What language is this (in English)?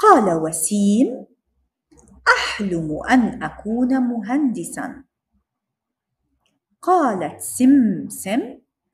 Arabic